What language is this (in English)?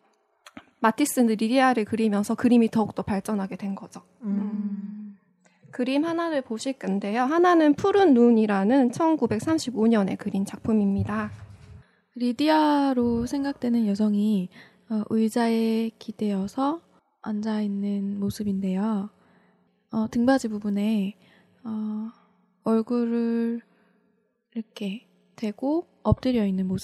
Korean